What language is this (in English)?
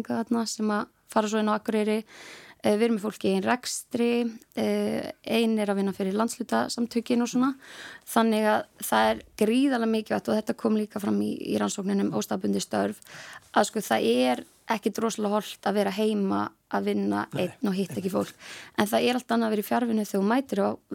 Icelandic